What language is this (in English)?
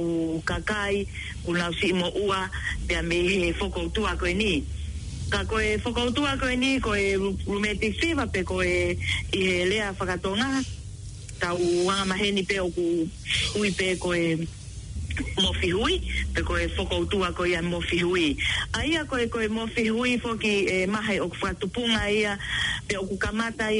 Tongan